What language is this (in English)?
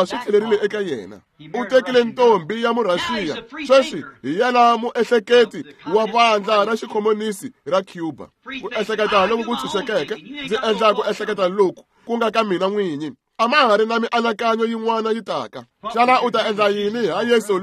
Tsonga